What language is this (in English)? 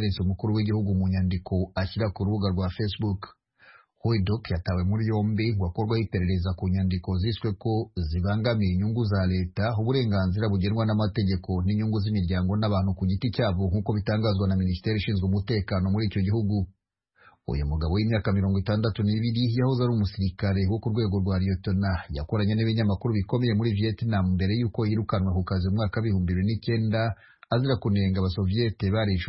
Kinyarwanda